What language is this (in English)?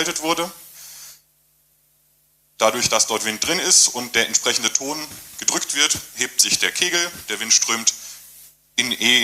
German